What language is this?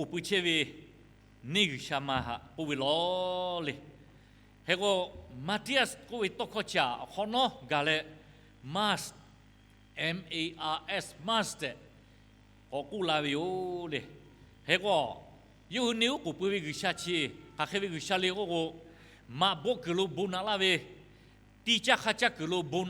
Lahu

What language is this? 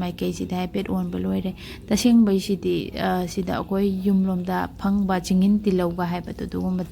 Manipuri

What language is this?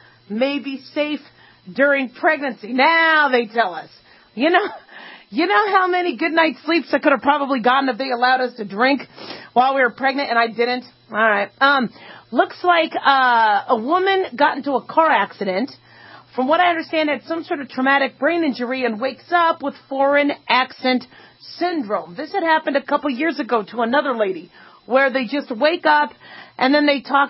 English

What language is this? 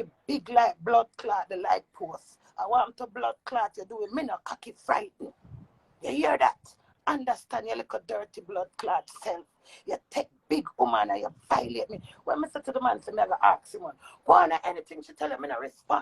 Jamaican Creole English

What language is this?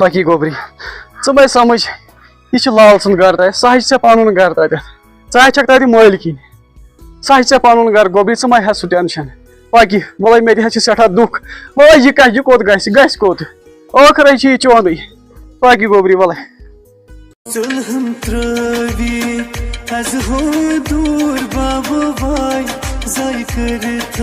Kashmiri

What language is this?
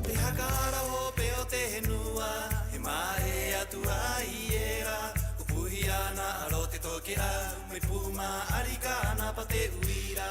Rapanui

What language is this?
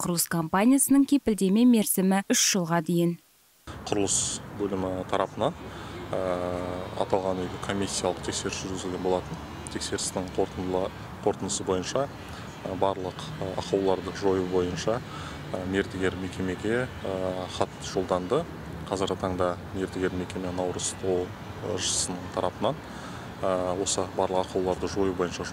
Kazakh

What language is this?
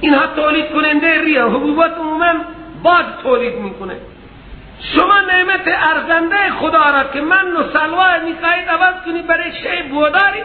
Persian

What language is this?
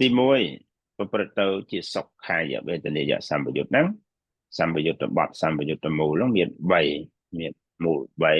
Khmer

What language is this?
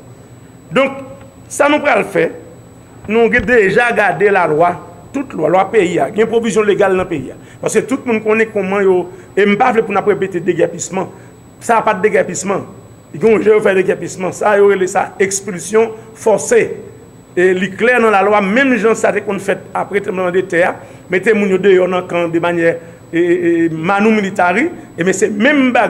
Haitian Creole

